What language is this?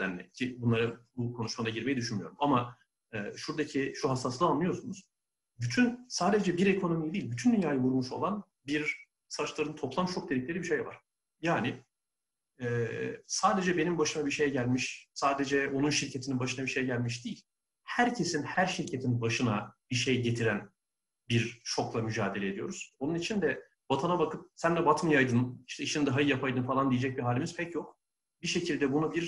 Turkish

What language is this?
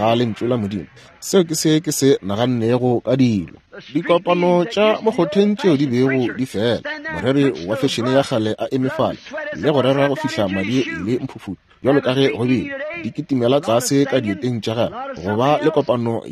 Northern Sotho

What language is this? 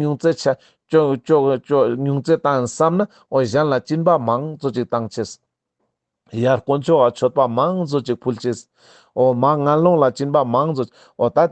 Ladakhi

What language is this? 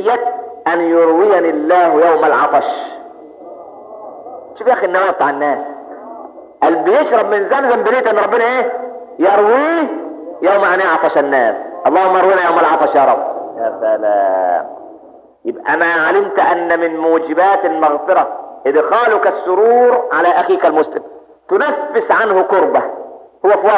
Egyptian Arabic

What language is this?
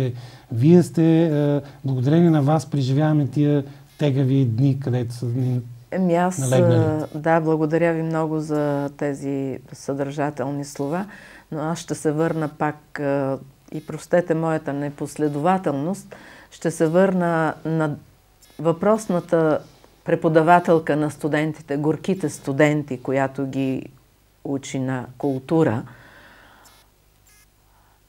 Bulgarian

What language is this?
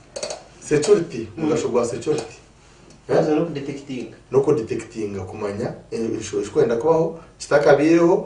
Nyankole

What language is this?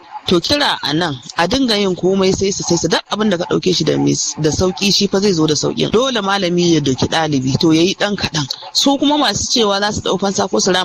Hausa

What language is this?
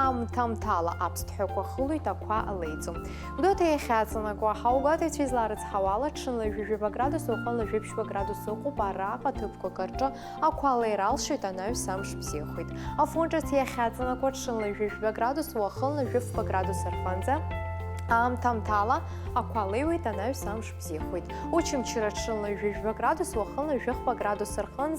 Abkhazian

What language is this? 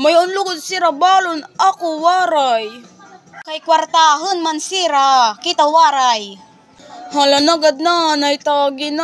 Waray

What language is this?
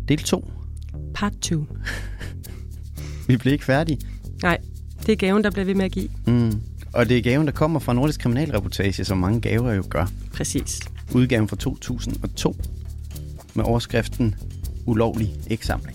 Danish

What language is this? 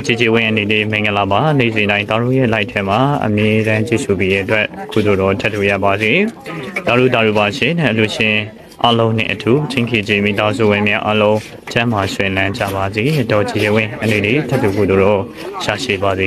Burmese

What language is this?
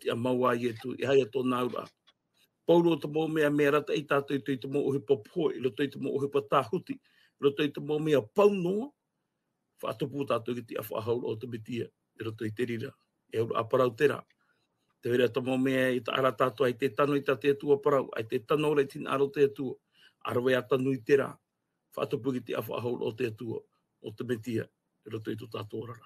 Tahitian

